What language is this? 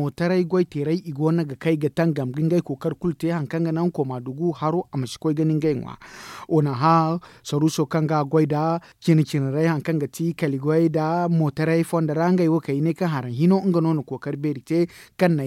Zarma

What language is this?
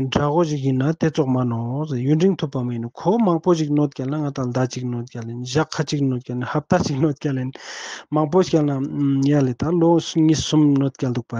Ladakhi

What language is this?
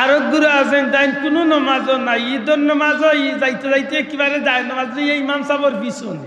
Sylheti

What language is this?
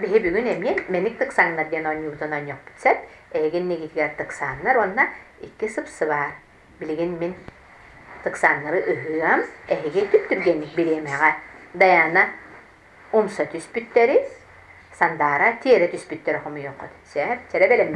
Yakut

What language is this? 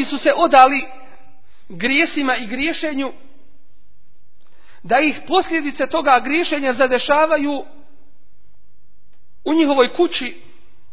Bosnian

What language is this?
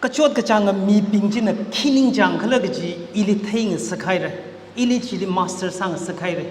Tangkhul Naga (India)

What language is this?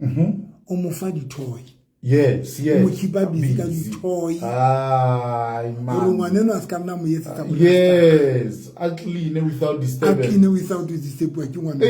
Southern Sotho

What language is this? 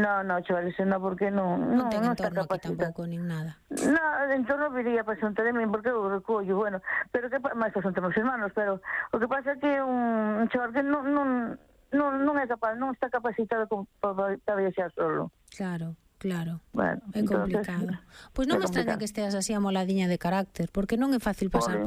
Galician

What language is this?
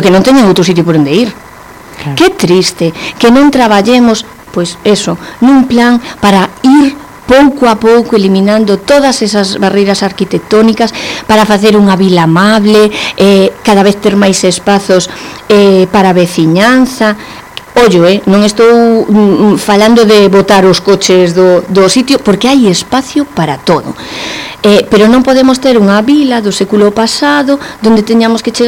Galician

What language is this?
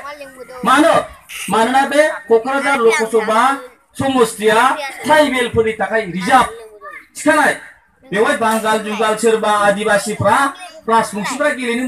Bodo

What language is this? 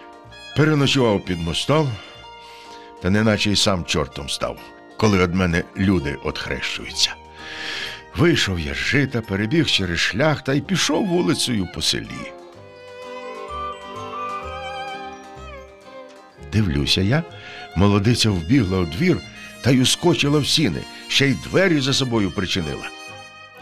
Ukrainian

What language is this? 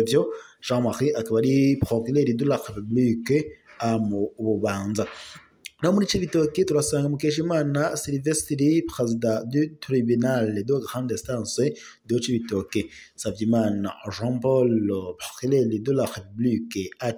Rundi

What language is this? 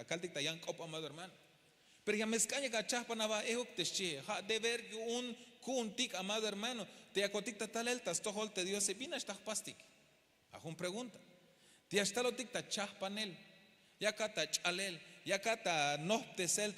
Tzeltal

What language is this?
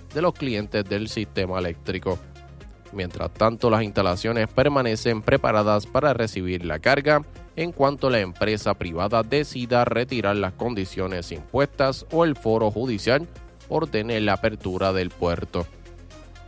Spanish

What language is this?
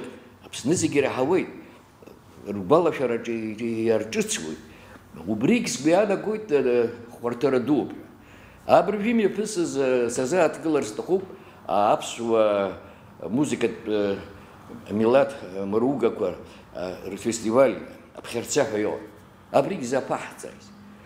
Abkhazian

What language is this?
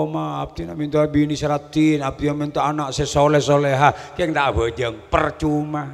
Madurese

